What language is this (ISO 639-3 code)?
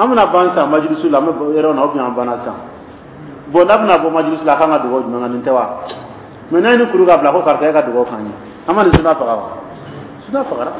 dyu